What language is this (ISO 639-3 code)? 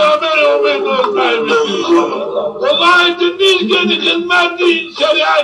zza